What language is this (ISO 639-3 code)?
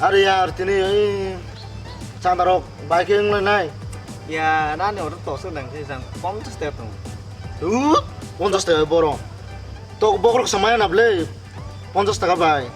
trp